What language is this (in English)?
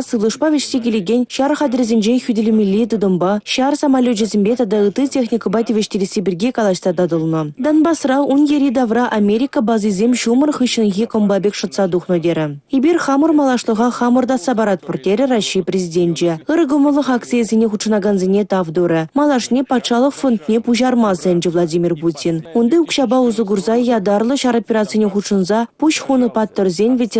Chuvash